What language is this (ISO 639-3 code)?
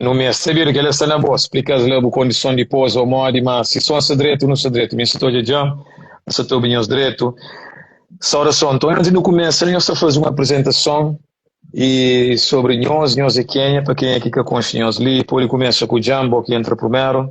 kea